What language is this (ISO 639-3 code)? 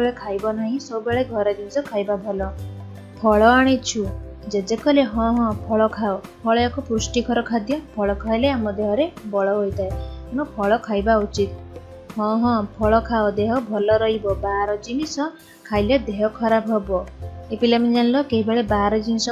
ori